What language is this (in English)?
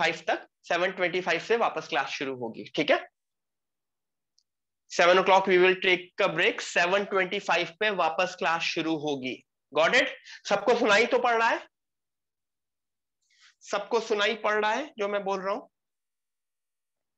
Hindi